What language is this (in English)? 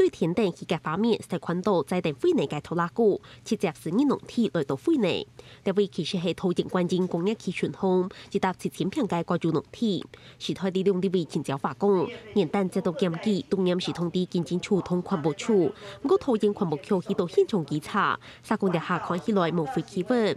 Hakka Chinese